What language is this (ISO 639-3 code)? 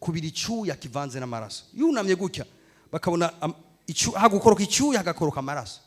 run